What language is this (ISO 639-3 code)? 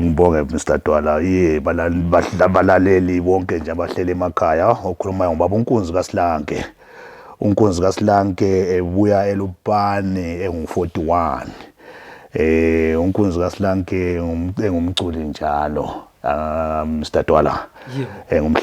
zul